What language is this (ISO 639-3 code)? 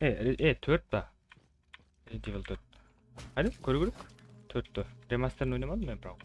kaa